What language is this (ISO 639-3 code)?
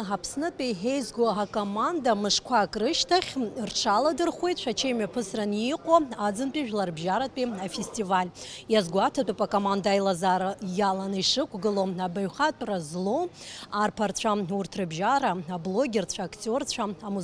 abk